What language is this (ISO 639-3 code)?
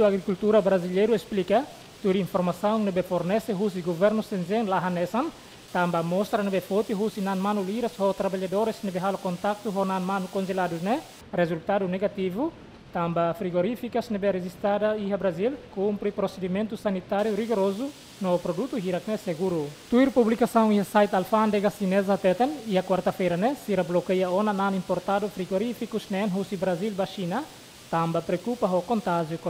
tet